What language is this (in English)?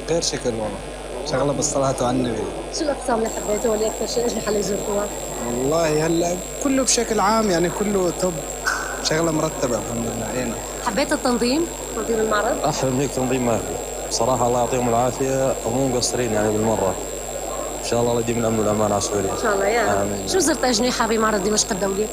North Levantine Arabic